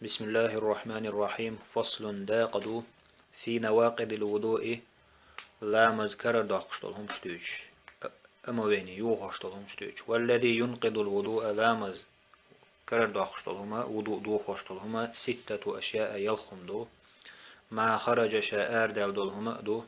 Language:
Chechen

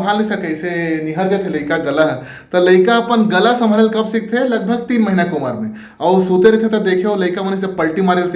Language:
Chhattisgarhi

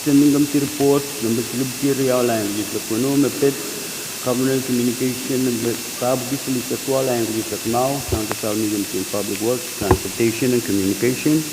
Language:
Pohnpeian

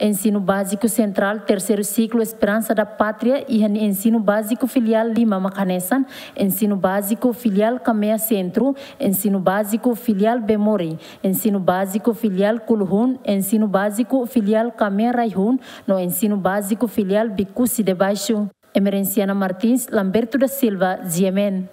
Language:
Tetum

